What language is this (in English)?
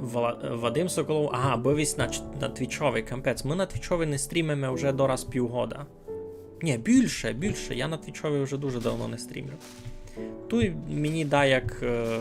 Rusyn